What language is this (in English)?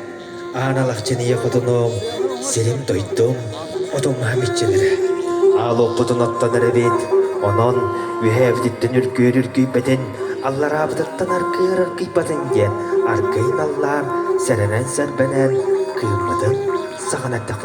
Yakut